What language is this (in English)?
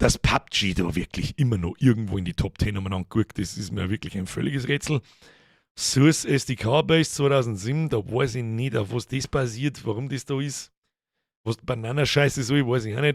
Bavarian